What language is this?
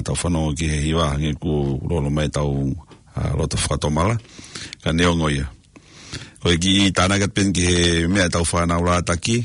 Tongan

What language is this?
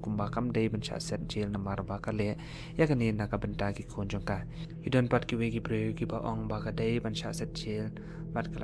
Khasi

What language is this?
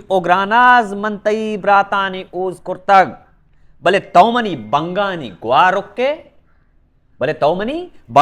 Baluchi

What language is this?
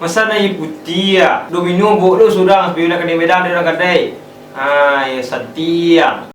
Minangkabau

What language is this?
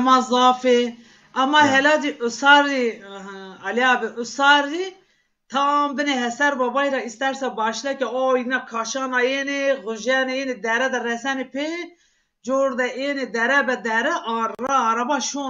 Zaza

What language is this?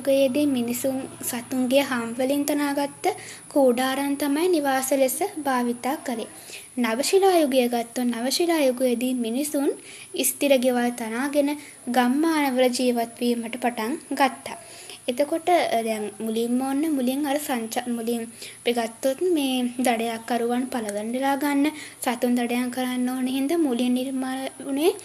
Sinhala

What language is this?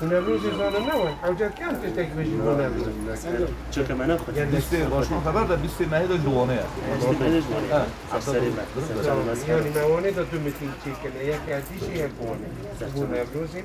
Kurdish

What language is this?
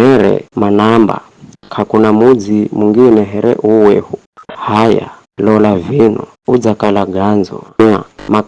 Giryama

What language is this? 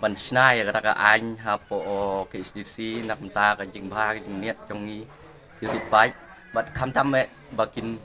Khasi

